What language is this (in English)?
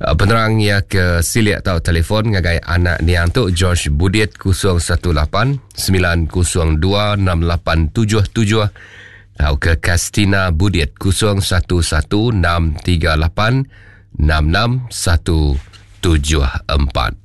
Iban